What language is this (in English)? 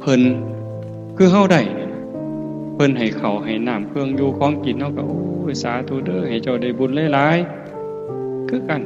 Northeastern Thai